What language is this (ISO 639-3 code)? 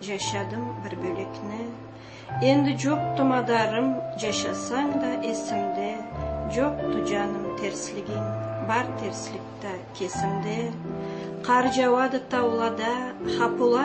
krc